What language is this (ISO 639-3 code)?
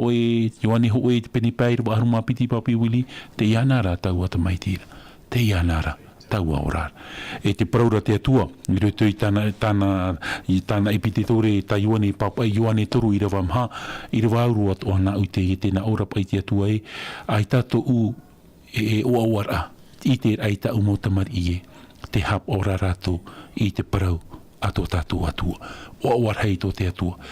tah